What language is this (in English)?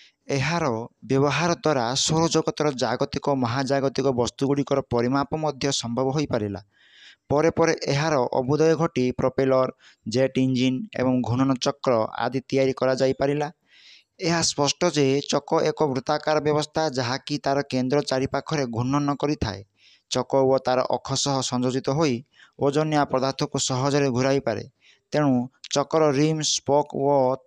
Odia